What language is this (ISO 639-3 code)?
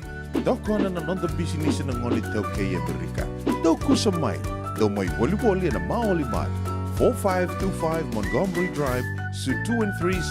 fij